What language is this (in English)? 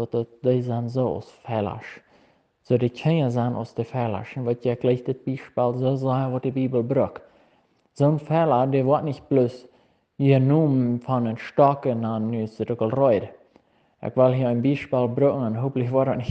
Plautdietsch